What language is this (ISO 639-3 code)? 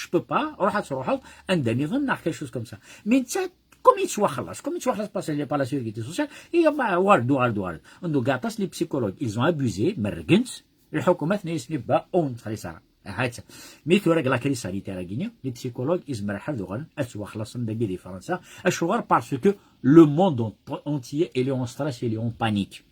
kab